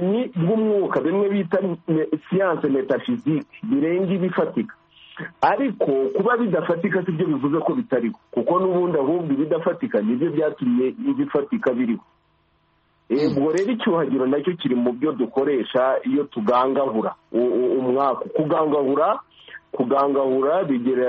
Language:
Kinyarwanda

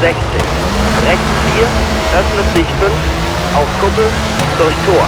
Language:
Bavarian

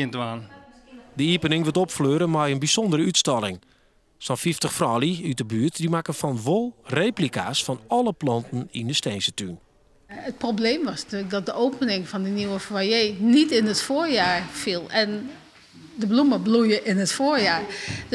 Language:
Western Frisian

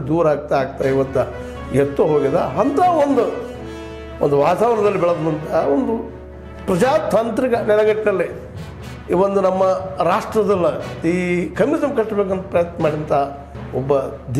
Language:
Kannada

